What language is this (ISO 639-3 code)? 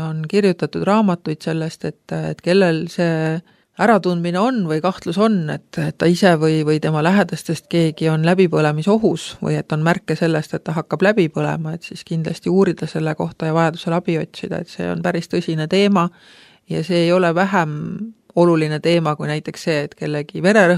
est